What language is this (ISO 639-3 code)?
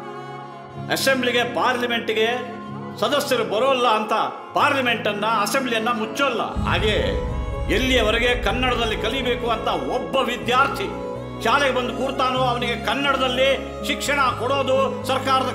kan